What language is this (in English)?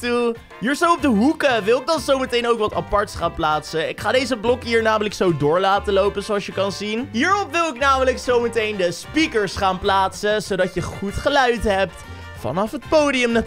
Dutch